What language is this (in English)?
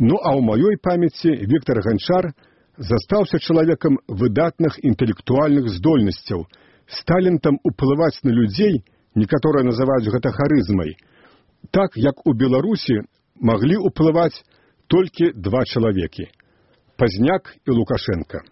Belarusian